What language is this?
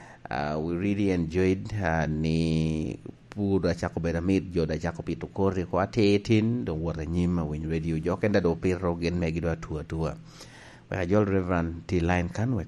Lango (Uganda)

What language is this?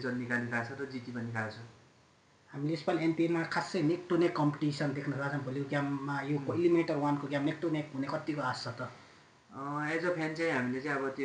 Nepali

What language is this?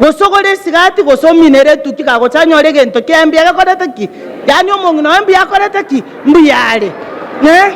Gusii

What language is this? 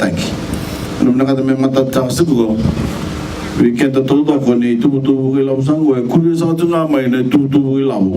Fijian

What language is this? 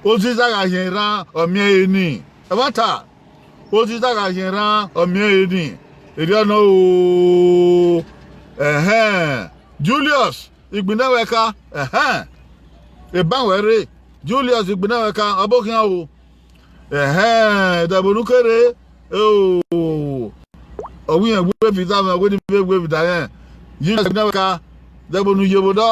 Bini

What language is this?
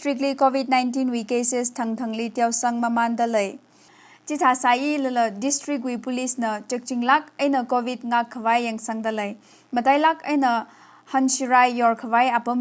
Tangkhul Naga (India)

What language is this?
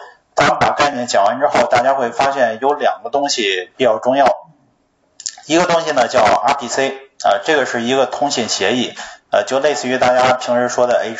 Chinese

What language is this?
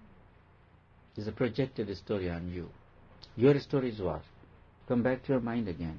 English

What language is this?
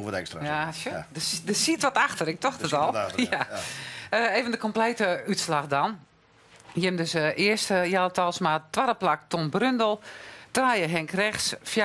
Western Frisian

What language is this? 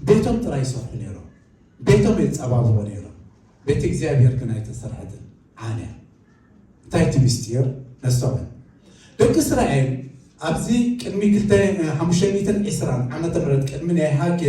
Tigrinya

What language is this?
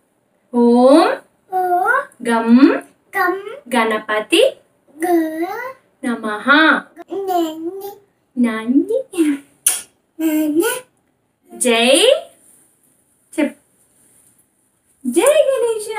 Telugu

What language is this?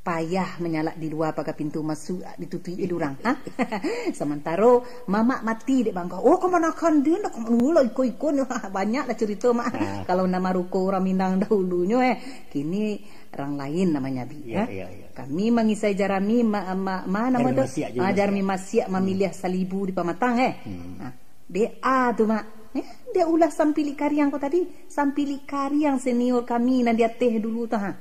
Minangkabau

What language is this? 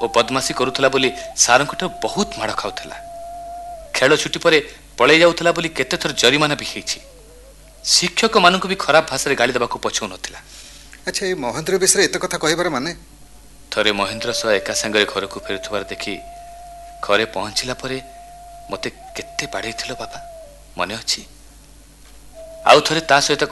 Odia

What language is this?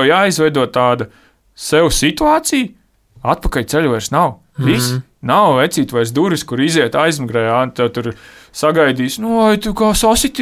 Latvian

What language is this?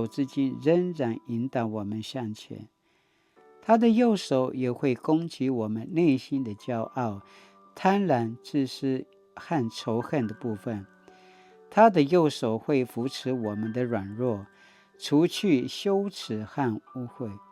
Paiwan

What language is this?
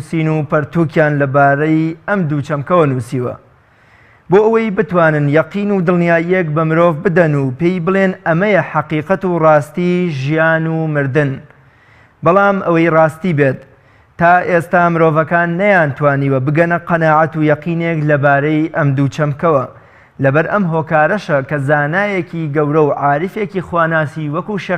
Central Kurdish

